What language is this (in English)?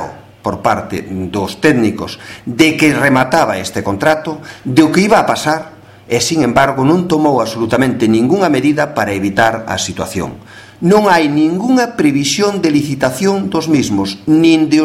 Galician